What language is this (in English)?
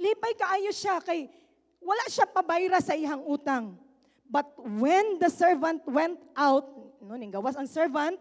Cebuano